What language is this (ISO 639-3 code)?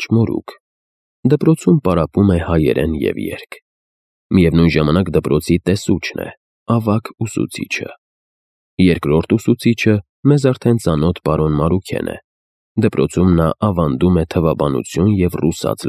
hye